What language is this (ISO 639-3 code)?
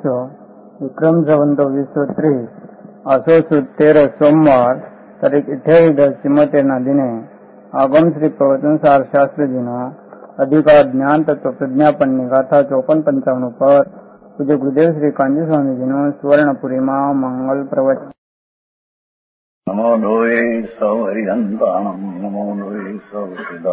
guj